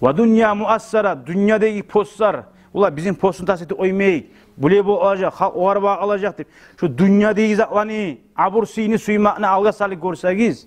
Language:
Kumyk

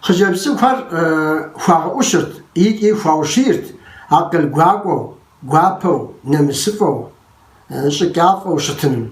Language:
Kabardian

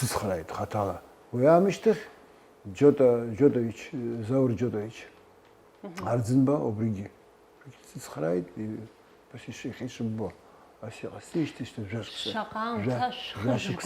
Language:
Abkhazian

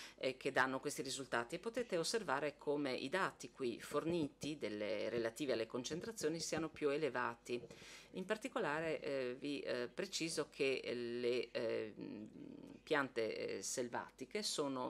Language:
Italian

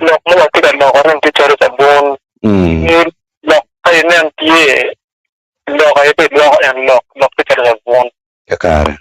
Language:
Acoli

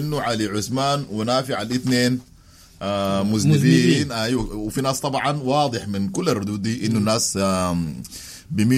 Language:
Sudanese Arabic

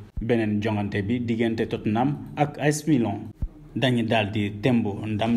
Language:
Wolof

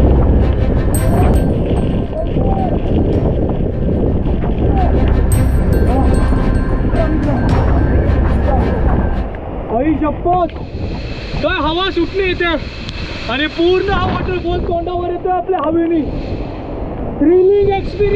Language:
Marathi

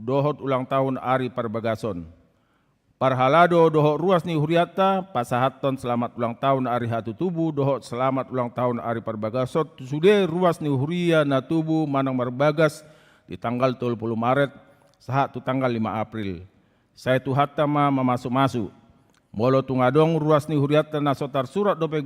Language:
Batak Toba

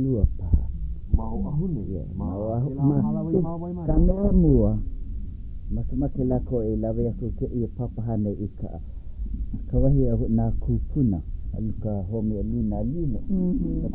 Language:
Hawaiian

